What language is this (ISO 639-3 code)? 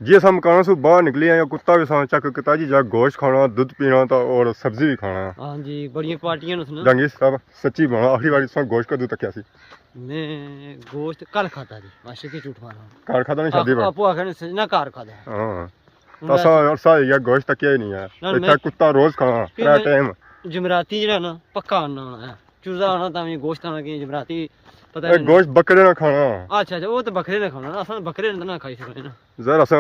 phr